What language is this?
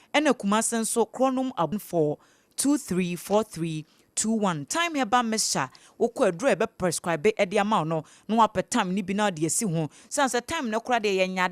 Akan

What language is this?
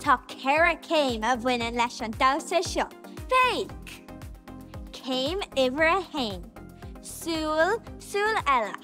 Irish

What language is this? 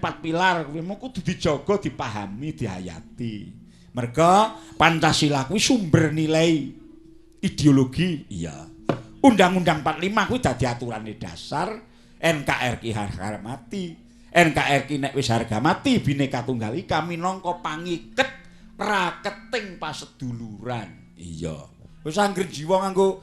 Javanese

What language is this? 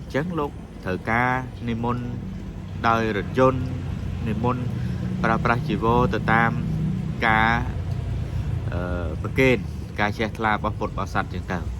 Khmer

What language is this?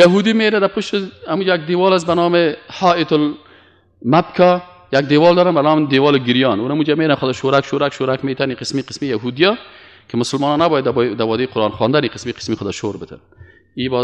Persian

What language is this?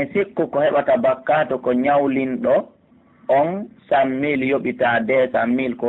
Pular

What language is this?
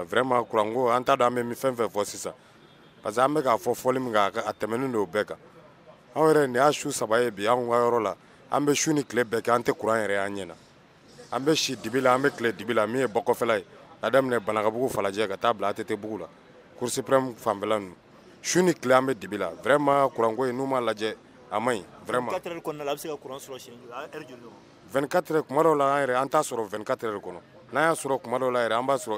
Bambara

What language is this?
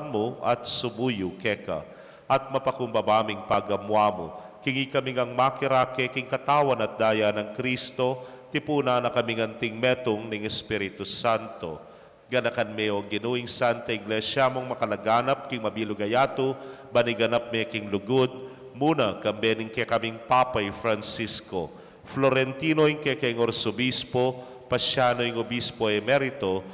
Pampanga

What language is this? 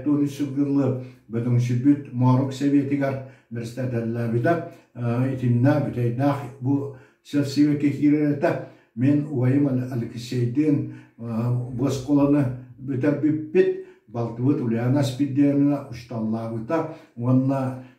Yakut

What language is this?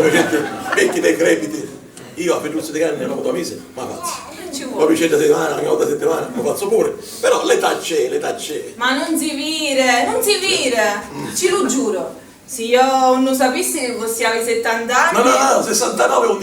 Sicilian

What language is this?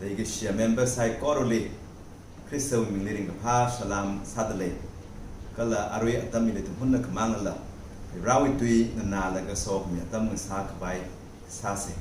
Tangkhul Naga (India)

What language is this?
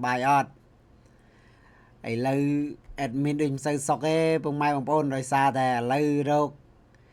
Khmer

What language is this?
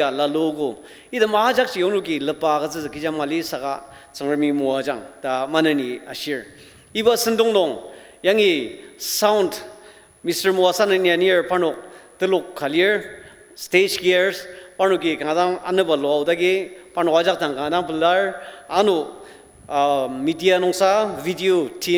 Ao Naga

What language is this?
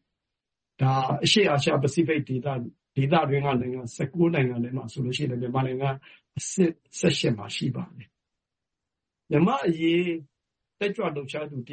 Burmese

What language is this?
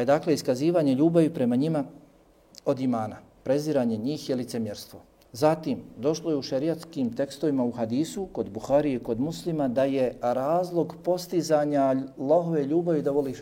Bosnian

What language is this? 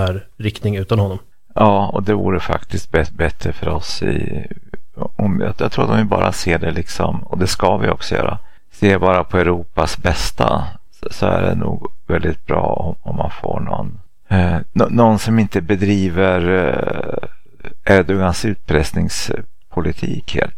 Swedish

